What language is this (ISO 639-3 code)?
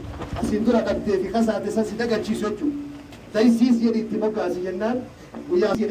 orm